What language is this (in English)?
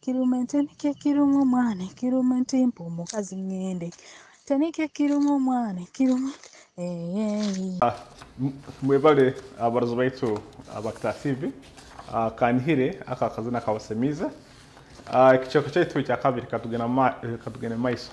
Nyoro